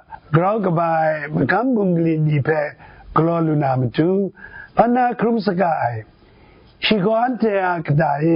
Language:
Kachin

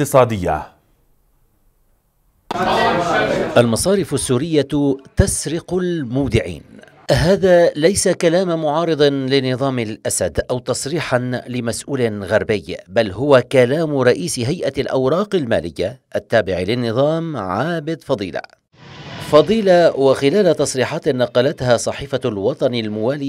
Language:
Arabic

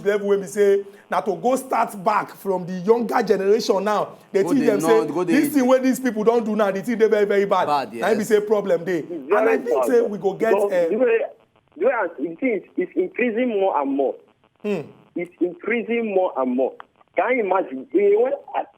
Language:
Nigerian Pidgin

